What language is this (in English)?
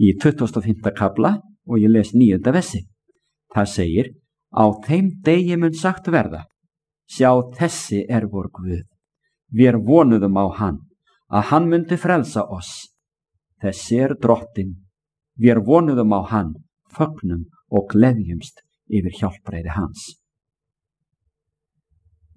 Icelandic